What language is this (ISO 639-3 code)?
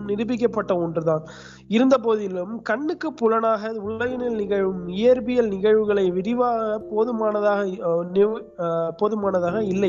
tam